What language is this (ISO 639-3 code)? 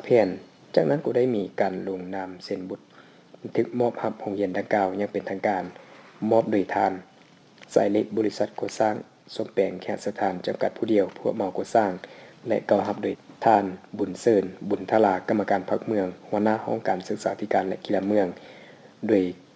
lao